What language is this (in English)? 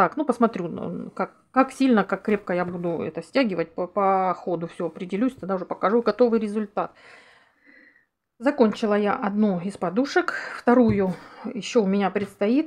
Russian